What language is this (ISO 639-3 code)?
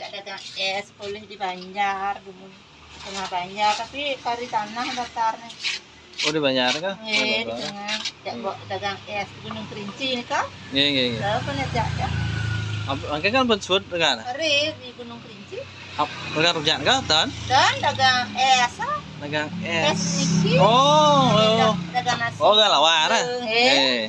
ban